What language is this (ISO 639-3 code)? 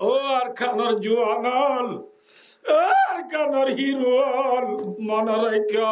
rhg